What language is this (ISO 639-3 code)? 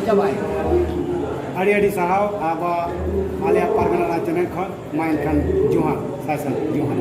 sat